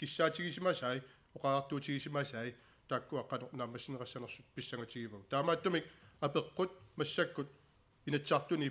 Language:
Kalaallisut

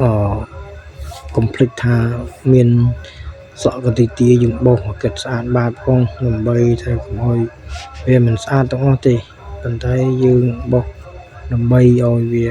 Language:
Khmer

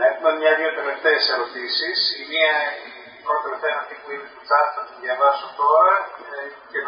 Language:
Greek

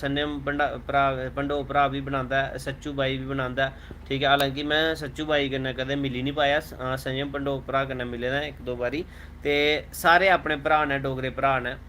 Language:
Dogri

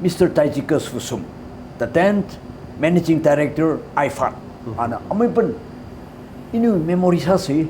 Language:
Tangkhul Naga (India)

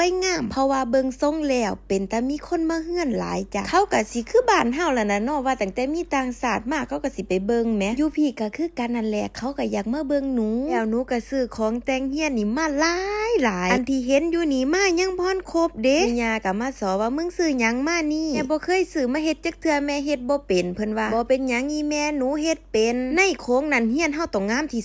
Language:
Northeastern Thai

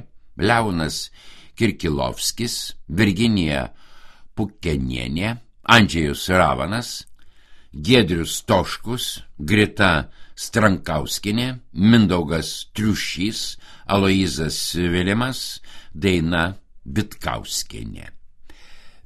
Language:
Lithuanian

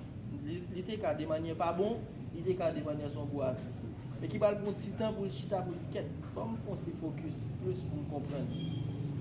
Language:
Haitian Creole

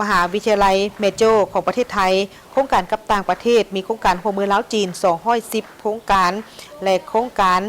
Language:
Lao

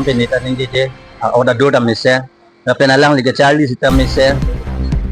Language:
Karbi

